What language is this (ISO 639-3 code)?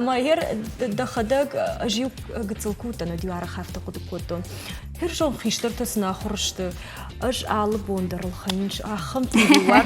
oss